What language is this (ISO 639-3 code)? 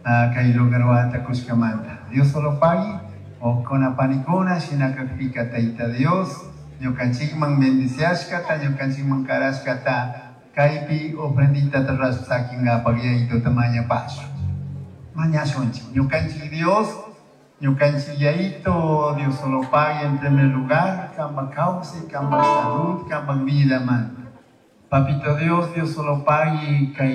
qug